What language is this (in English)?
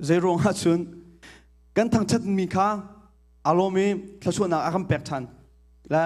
Hakha Chin